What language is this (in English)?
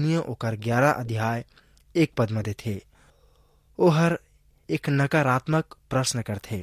Chhattisgarhi